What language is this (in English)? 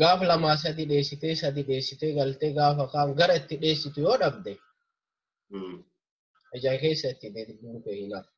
Oromo